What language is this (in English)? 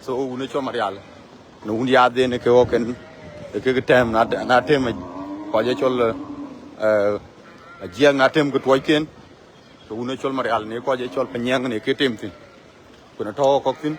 Dinka